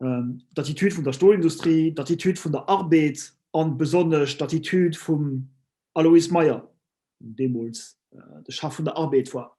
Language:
Luxembourgish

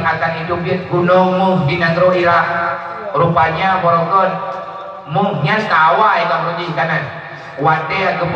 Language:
Achinese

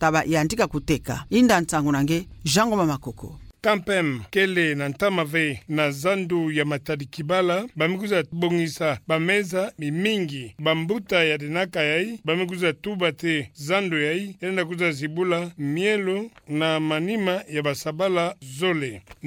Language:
Kituba (Democratic Republic of Congo)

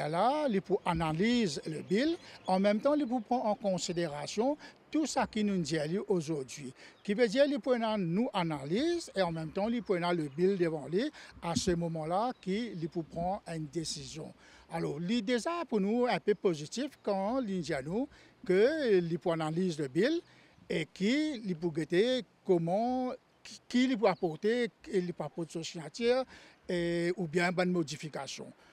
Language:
Morisyen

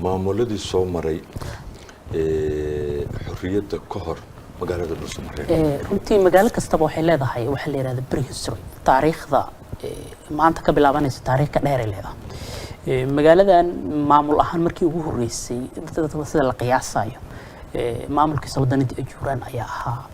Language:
Somali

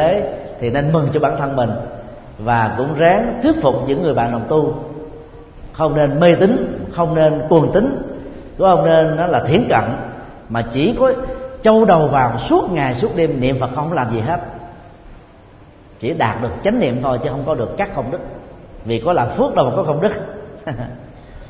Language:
Vietnamese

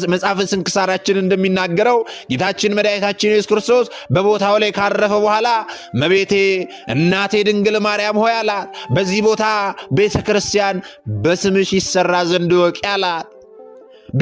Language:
Amharic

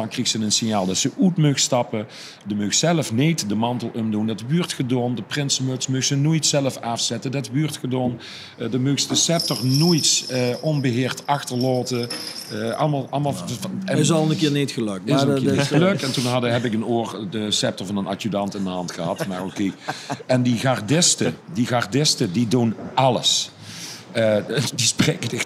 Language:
Limburgish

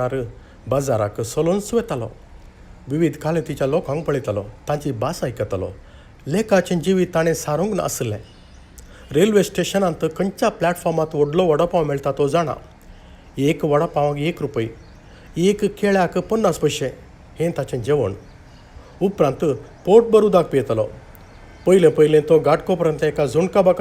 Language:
Konkani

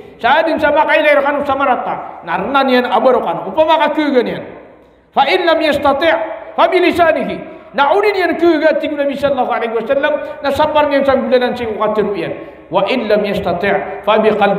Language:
Maranao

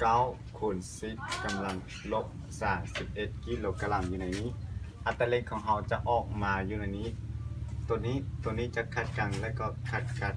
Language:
Lao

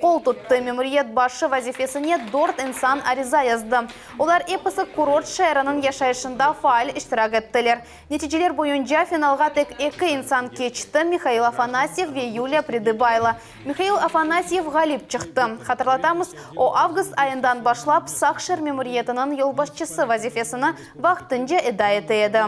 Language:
Crimean Tatar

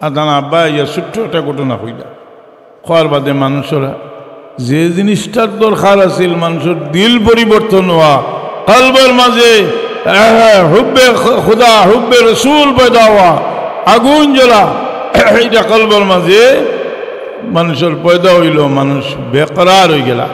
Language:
Sylheti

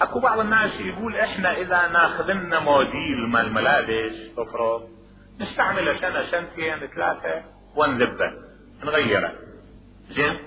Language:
Mesopotamian Arabic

